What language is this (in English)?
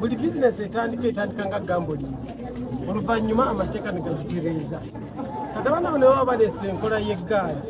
Ganda